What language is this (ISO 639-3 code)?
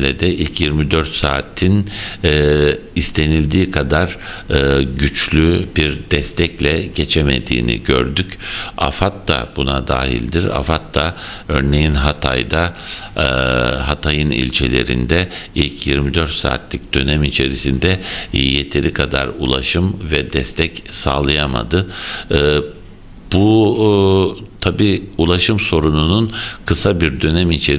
tur